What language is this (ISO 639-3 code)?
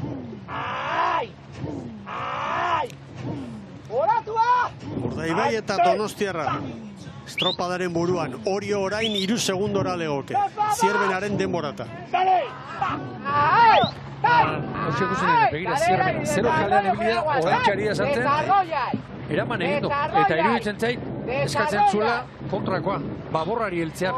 eus